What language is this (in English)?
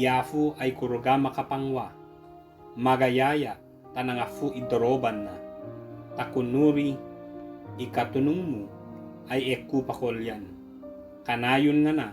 Ibanag